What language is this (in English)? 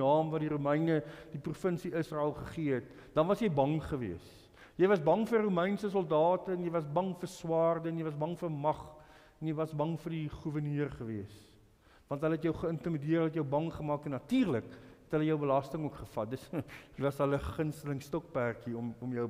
Afrikaans